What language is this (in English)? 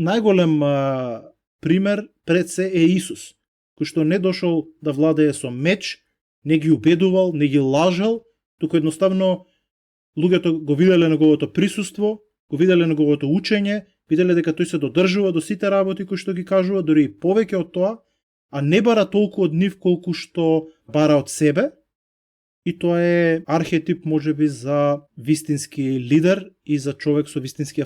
Macedonian